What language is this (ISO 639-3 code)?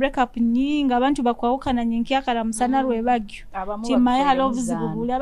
nyo